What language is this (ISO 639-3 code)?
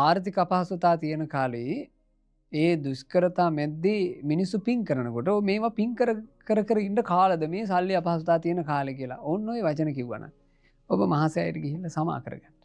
sin